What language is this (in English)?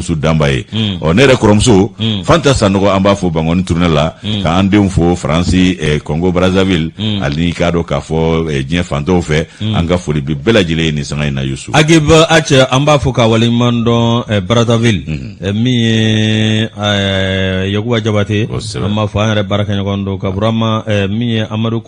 Bambara